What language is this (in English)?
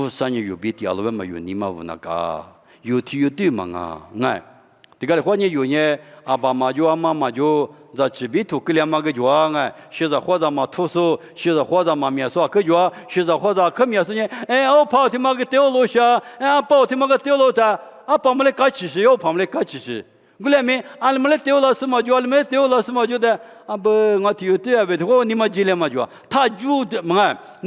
Lisu